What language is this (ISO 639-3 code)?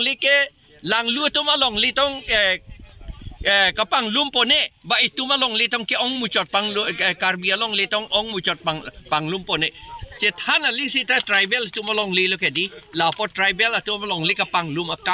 mjw